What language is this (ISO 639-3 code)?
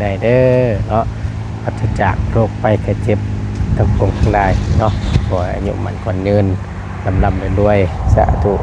tts